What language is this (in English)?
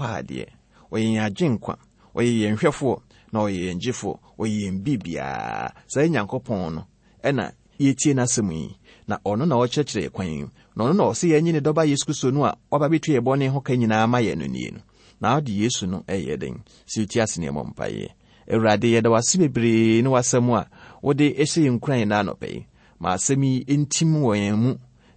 Akan